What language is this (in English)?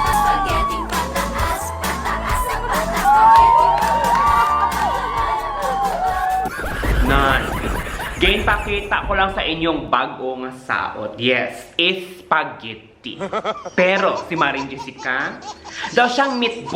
Hiligaynon